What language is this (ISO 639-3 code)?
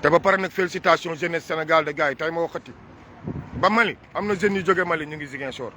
wol